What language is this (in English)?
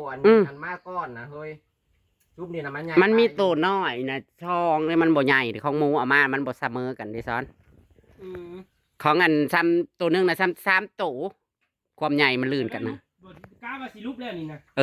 Northeastern Thai